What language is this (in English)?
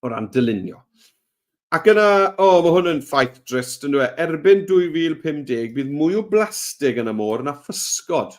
Welsh